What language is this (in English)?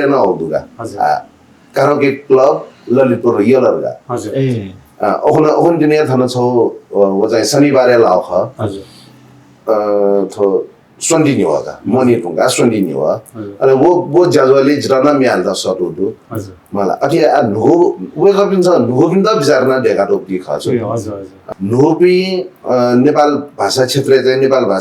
Newari